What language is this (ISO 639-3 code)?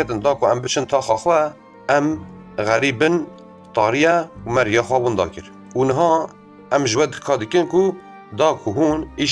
kur